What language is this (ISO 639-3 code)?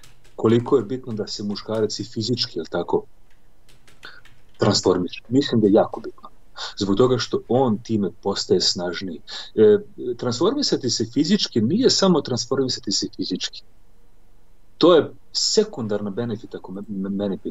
srp